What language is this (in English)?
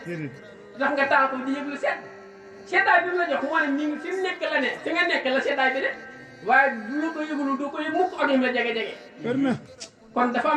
Wolof